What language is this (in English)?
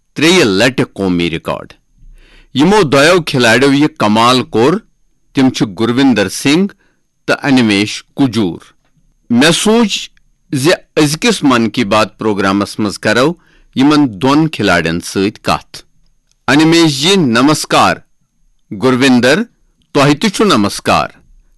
Kashmiri